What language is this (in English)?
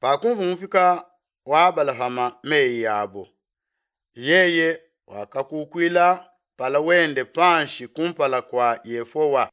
Luba-Lulua